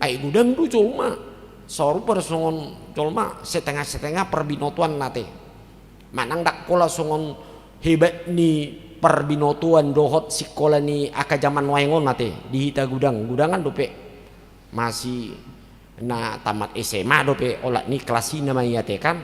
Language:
Batak Toba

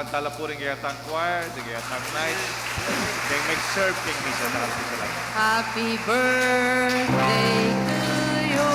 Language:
Pampanga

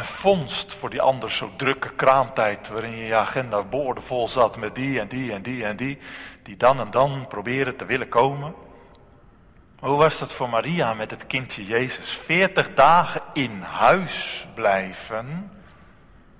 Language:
Dutch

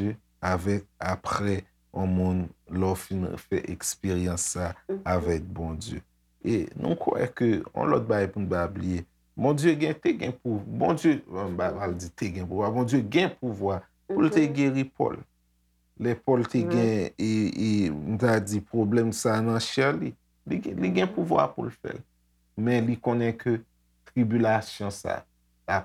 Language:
Haitian Creole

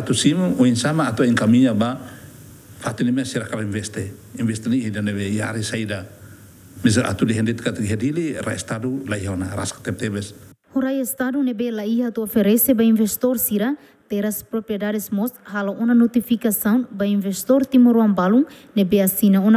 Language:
Tetum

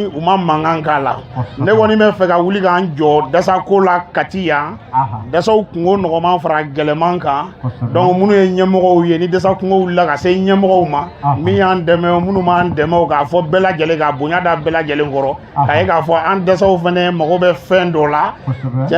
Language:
Bambara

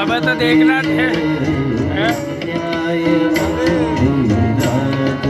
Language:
Konkani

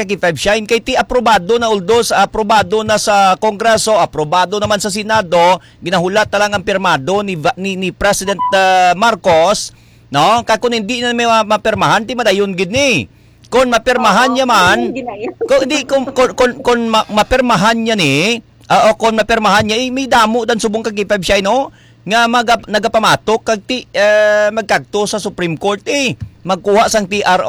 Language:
Hiligaynon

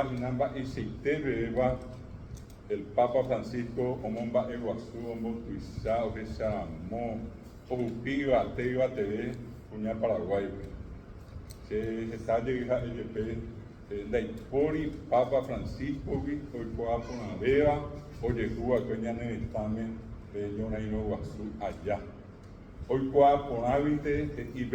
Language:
Guarani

